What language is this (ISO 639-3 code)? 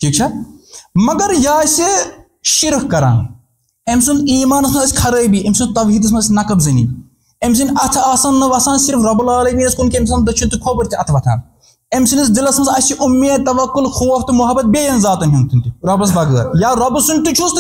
kas